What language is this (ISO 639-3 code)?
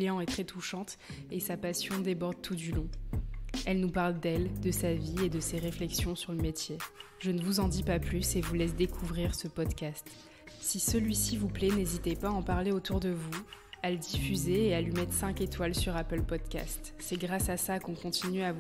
fra